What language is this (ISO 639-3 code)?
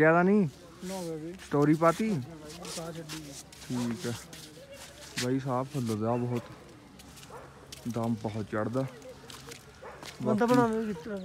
pan